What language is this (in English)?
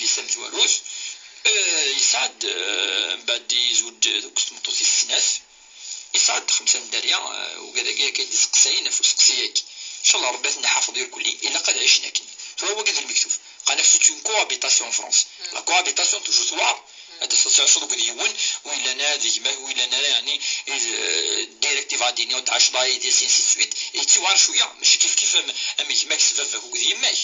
Kabyle